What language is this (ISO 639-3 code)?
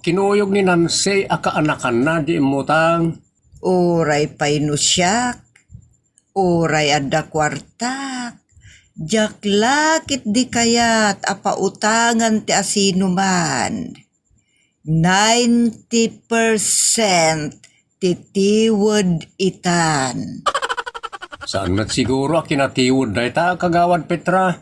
ilo